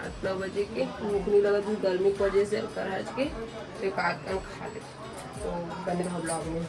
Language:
Chhattisgarhi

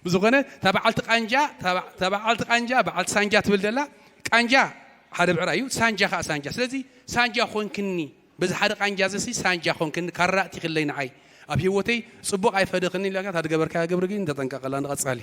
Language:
Tigrinya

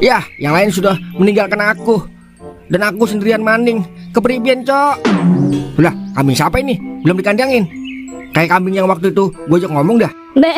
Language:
Betawi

